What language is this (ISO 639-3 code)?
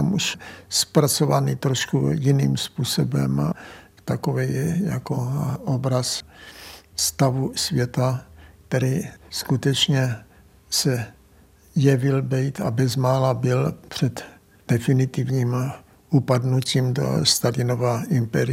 ces